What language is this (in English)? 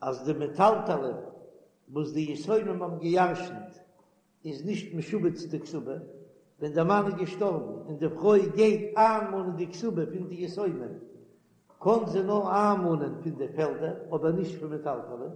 Yiddish